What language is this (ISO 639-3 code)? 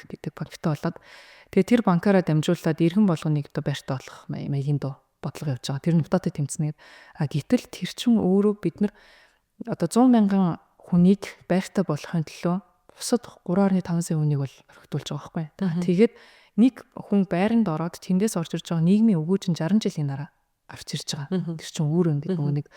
mon